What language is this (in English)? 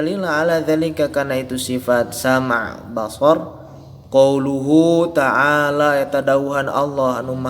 Sundanese